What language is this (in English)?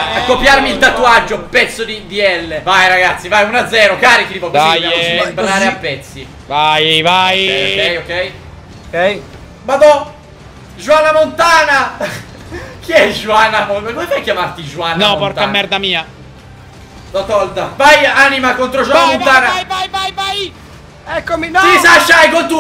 Italian